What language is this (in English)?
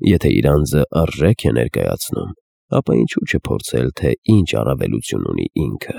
Armenian